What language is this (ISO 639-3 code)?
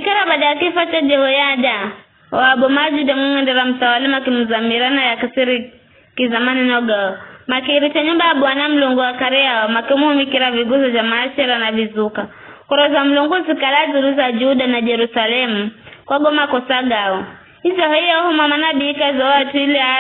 nyf